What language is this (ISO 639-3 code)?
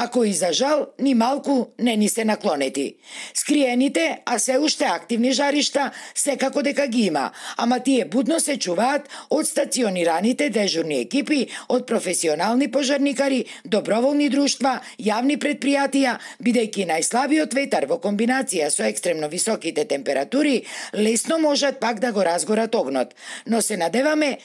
mkd